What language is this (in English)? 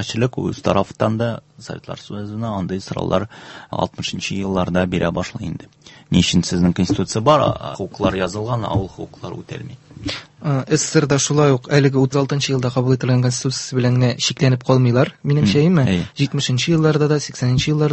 Tatar